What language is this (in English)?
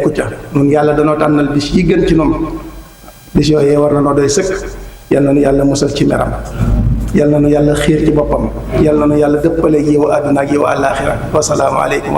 Wolof